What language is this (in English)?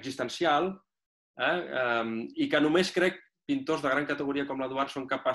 Catalan